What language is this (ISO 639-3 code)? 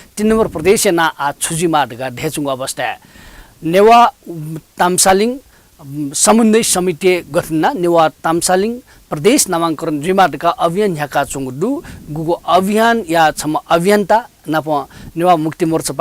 new